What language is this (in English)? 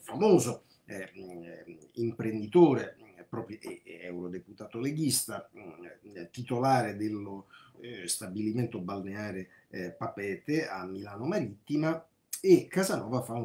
Italian